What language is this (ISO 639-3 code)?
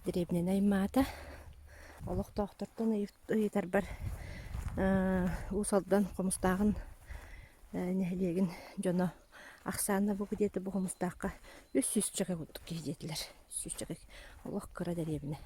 sah